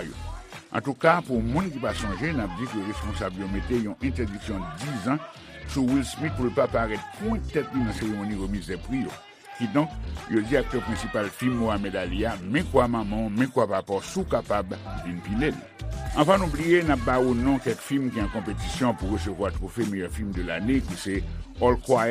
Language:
Haitian Creole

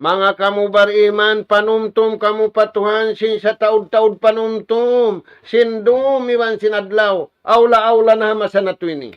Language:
Tausug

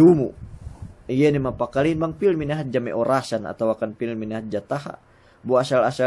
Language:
Yakan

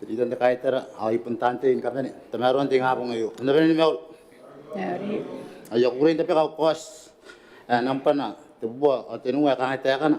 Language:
Gilbertese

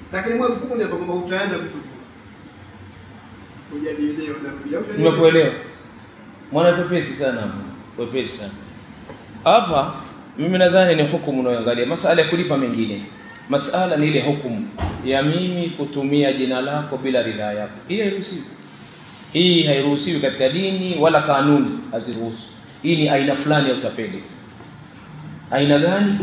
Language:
Swahili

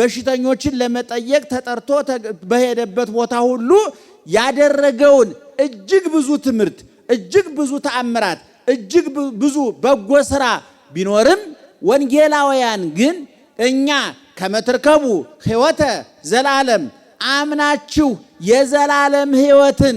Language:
Amharic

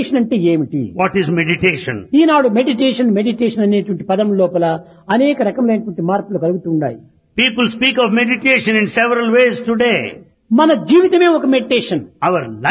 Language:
Telugu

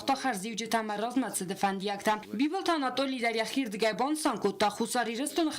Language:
Ossetic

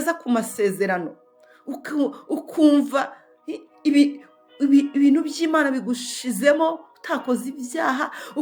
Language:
Kinyarwanda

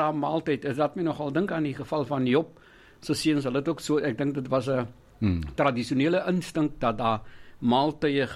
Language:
Afrikaans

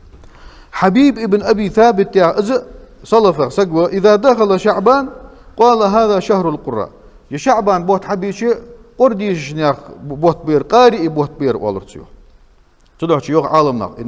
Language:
Ingush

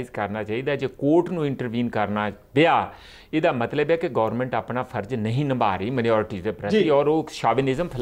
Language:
Punjabi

